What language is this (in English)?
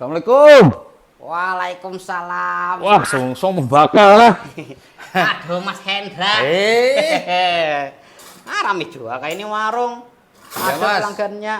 Banjar